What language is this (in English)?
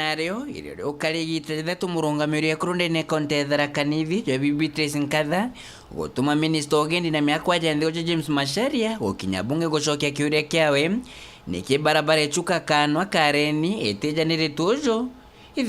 Meru